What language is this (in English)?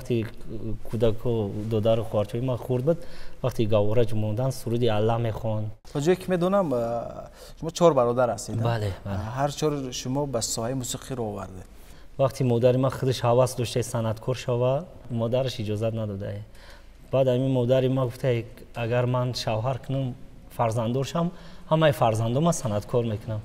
Persian